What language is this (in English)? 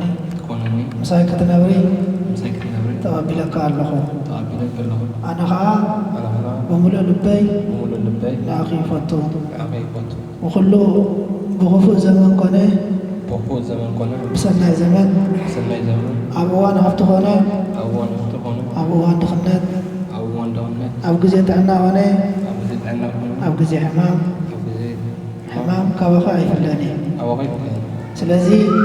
Tigrinya